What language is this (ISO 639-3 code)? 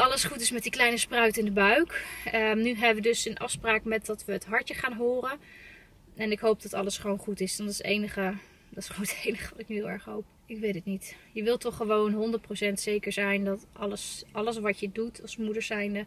nld